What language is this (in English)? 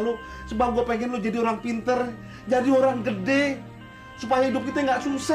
Betawi